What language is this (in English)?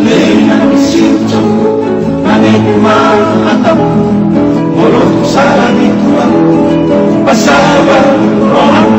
Batak Toba